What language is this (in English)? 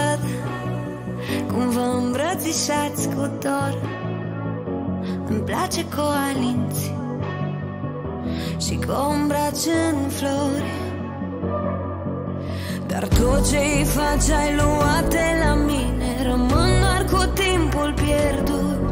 Romanian